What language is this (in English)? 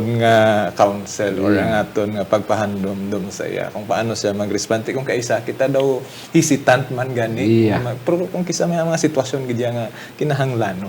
Hiligaynon